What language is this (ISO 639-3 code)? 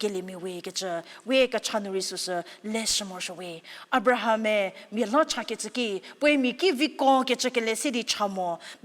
njm